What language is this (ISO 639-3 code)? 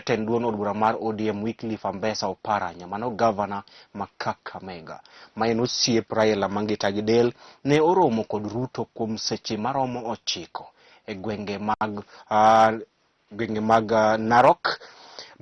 luo